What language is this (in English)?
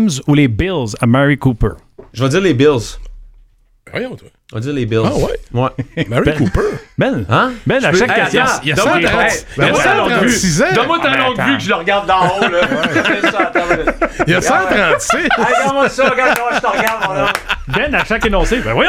French